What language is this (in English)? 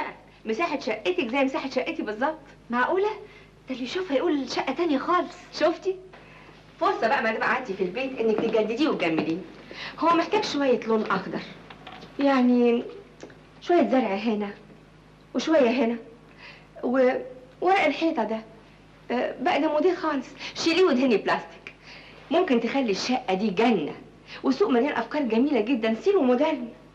Egyptian Arabic